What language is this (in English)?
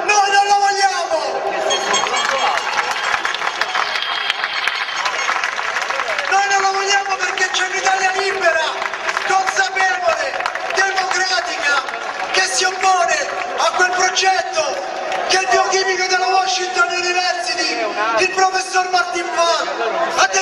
Italian